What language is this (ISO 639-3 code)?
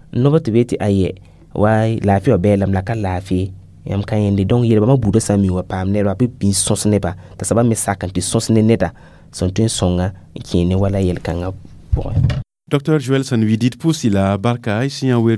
mos